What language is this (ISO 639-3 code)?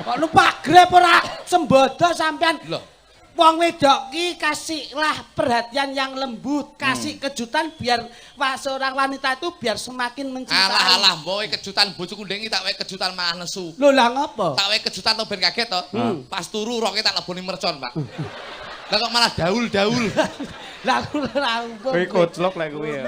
jav